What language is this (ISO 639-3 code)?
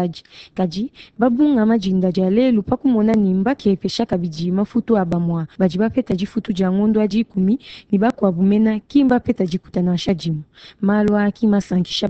lua